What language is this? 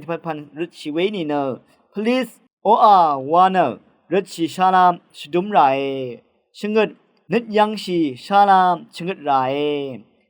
Rawang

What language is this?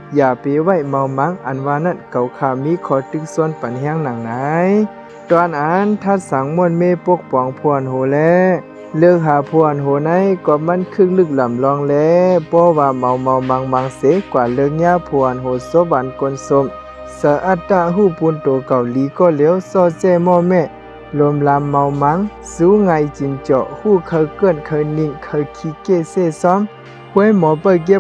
Shan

